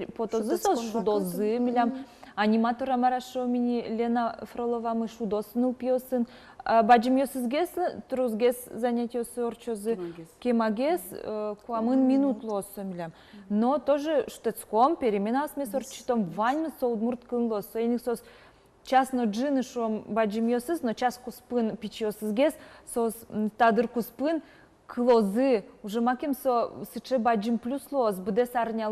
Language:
Udmurt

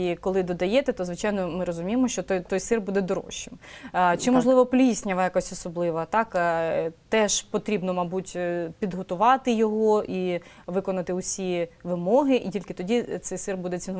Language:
Ukrainian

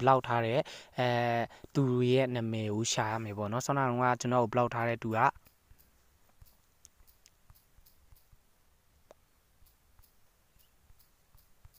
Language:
Burmese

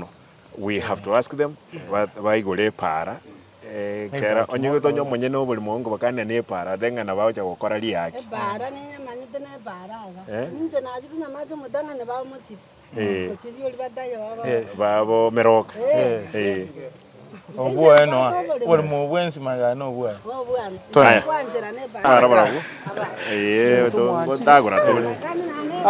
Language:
Gusii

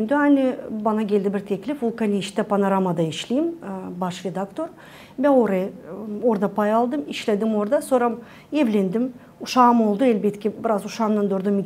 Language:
Gagauz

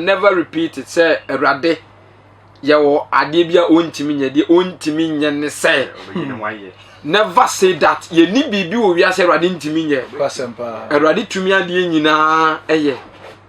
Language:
Akan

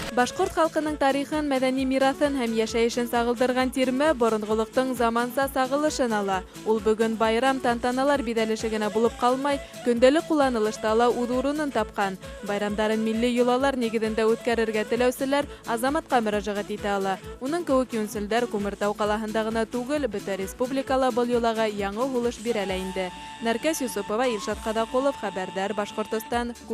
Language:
Bashkir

